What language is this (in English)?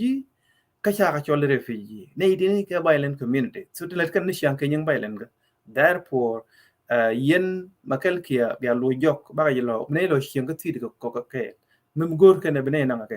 Nuer